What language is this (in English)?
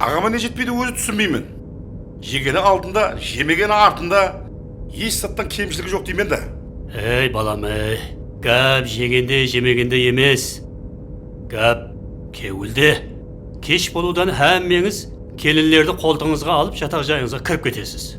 Kara-Kalpak